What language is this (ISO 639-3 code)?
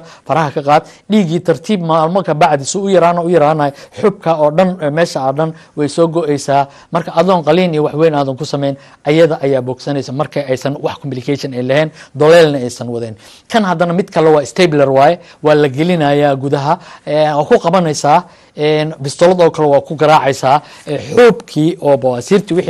som